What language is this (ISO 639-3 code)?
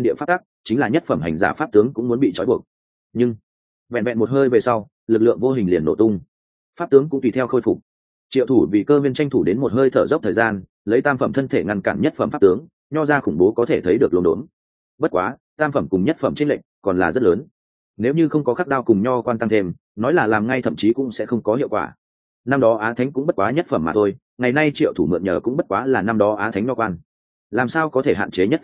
vie